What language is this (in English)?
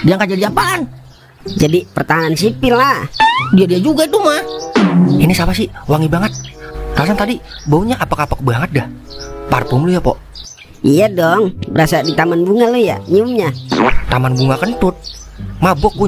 Betawi